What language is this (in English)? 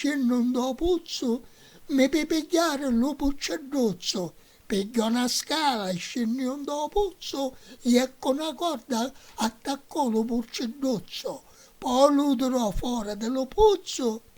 Sicilian